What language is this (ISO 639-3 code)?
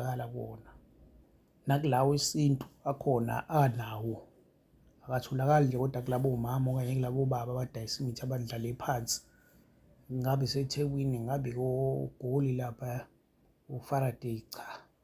zul